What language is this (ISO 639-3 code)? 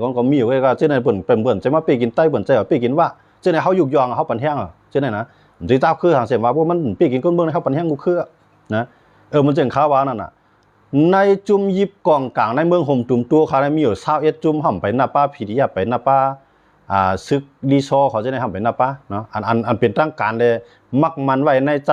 shn